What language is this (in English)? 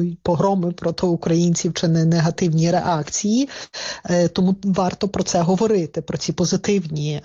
Ukrainian